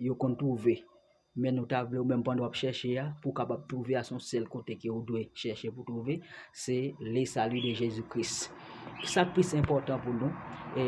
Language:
Haitian Creole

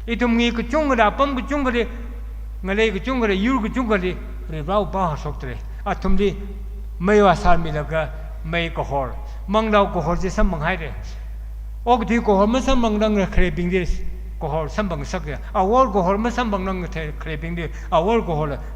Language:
Tangkhul Naga (India)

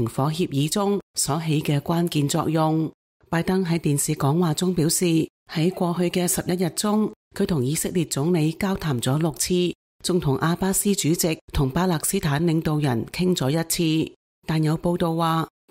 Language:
Cantonese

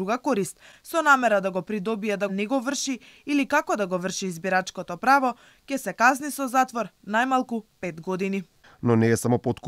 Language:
Macedonian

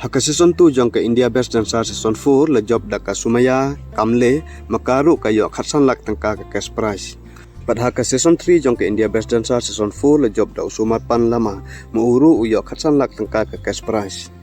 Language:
Khasi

